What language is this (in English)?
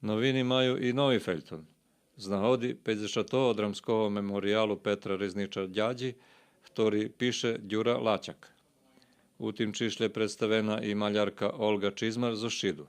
Rusyn